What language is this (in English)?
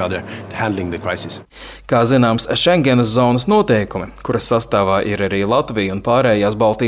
Latvian